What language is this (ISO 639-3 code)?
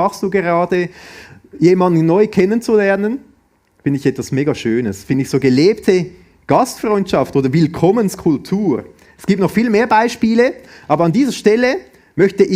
gsw